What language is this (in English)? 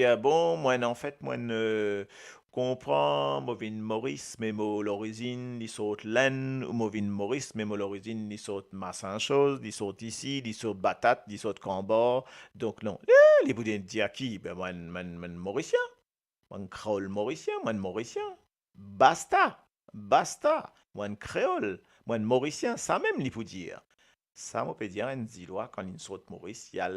Morisyen